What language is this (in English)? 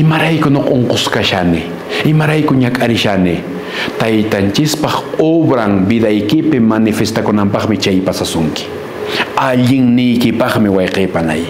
Quechua